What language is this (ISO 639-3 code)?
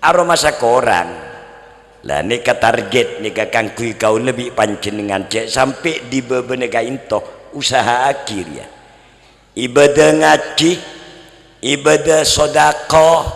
mad